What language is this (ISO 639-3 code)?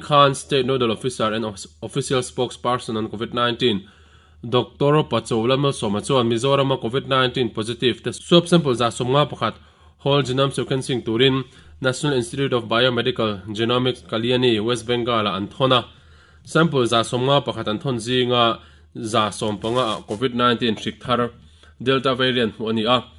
lus